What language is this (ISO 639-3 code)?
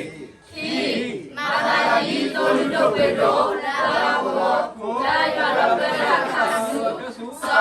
ksw